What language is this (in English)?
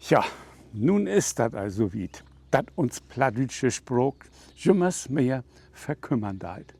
Low German